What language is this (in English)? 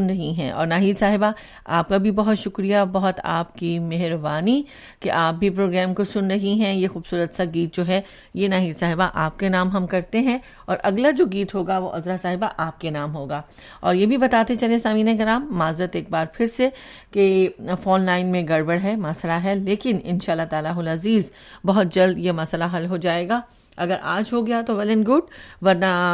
Urdu